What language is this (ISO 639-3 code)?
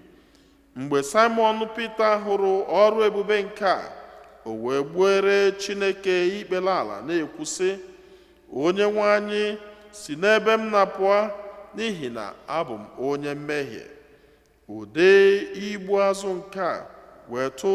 ibo